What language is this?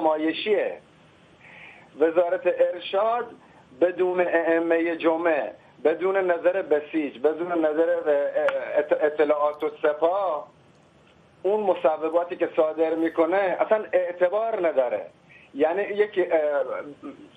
Persian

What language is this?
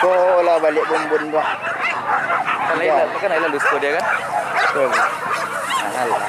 Minangkabau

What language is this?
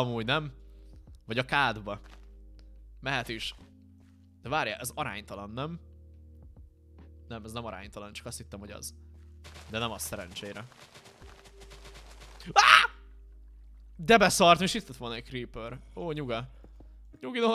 Hungarian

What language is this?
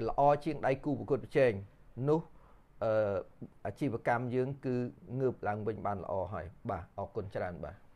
Khmer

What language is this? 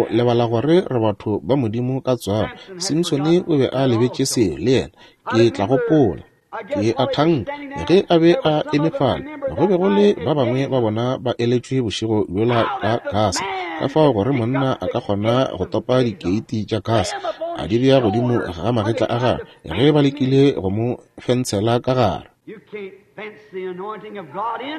Northern Sotho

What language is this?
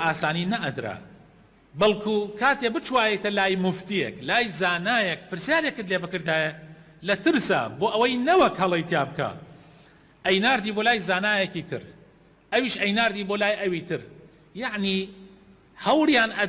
Central Kurdish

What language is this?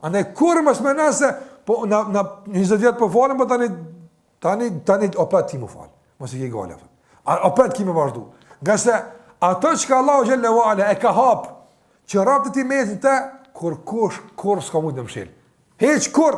Albanian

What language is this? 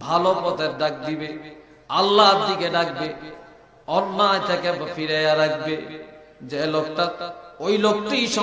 Sylheti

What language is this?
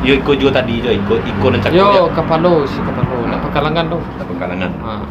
Minangkabau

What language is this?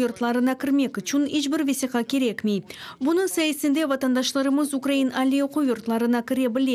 Crimean Tatar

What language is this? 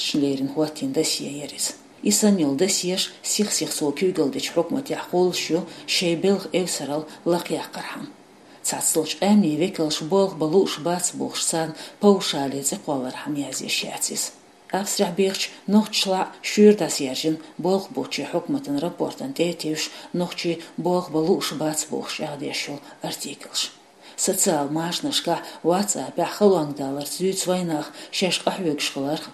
Chechen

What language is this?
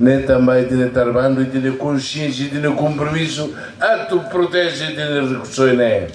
Tetum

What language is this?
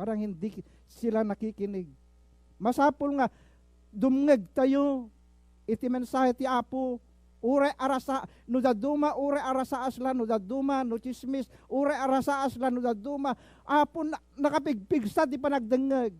Iloko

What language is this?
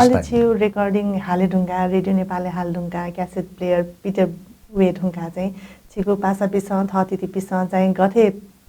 Newari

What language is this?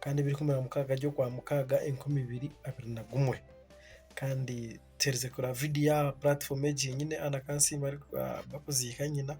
Nyankole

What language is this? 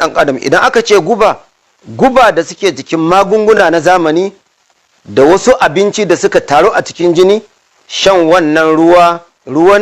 Hausa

